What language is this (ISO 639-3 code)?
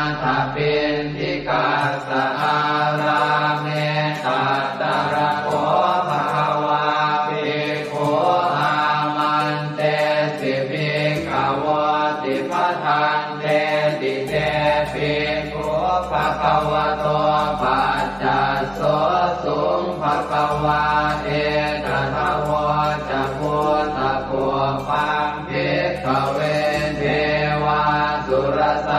pli